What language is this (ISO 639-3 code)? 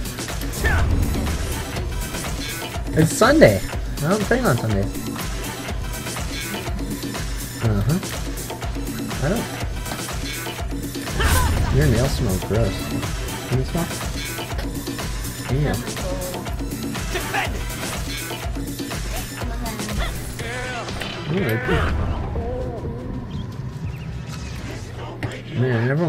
eng